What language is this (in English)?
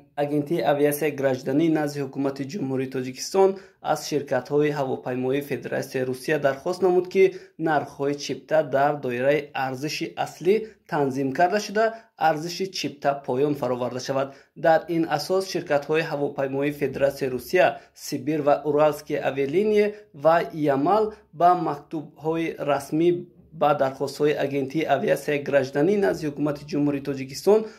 Tajik